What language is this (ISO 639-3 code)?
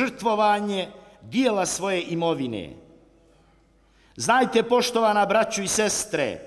bos